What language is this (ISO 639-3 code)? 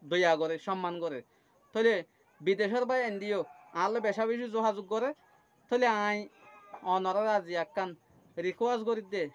rhg